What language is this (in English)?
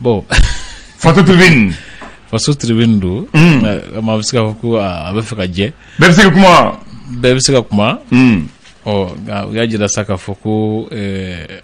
Bambara